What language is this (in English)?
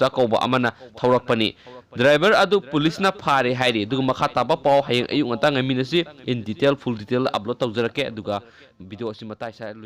Manipuri